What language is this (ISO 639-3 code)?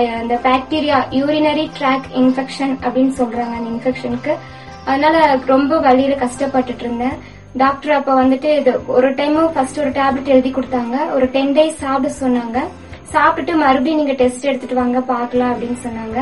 tam